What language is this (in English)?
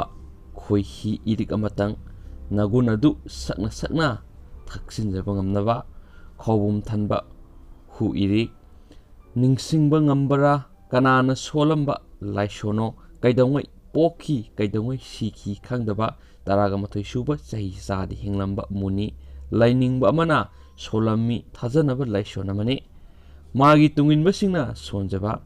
Manipuri